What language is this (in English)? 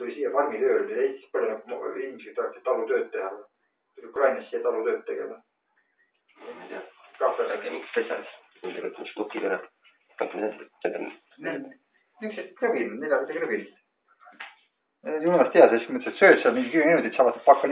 Estonian